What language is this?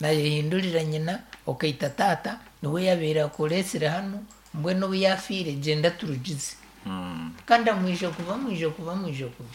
Nyankole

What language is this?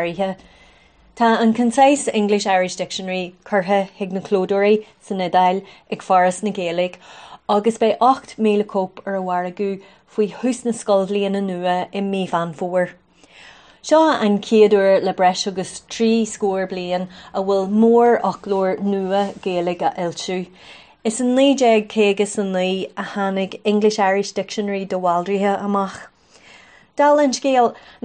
Irish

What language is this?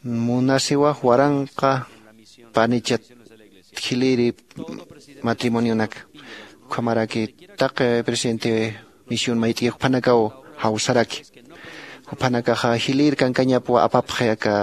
Aymara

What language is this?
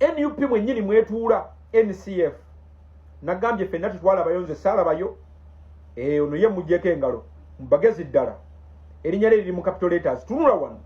Ganda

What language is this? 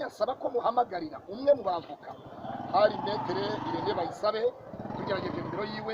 Kinyarwanda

